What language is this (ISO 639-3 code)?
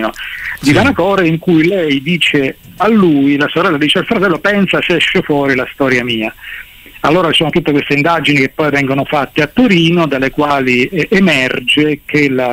ita